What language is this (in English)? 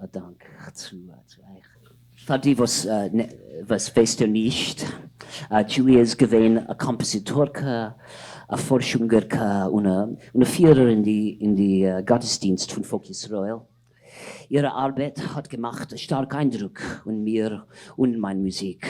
Yiddish